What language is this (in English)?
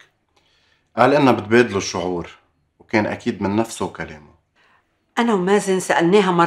North Levantine Arabic